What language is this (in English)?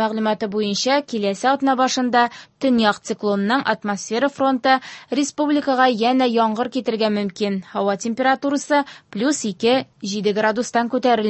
Tatar